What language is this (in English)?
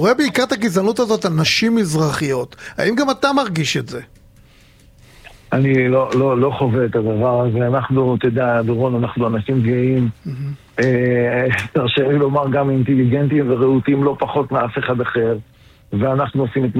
Hebrew